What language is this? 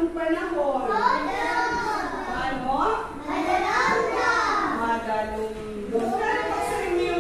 Waray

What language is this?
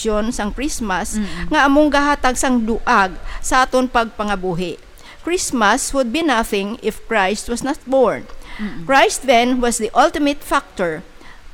Hiligaynon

